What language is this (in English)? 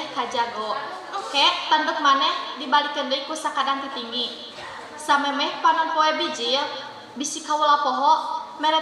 Sundanese